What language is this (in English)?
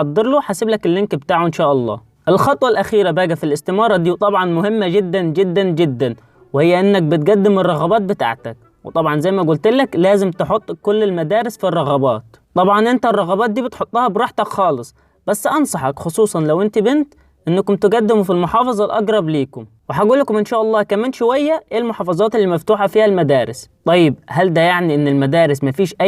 Egyptian Arabic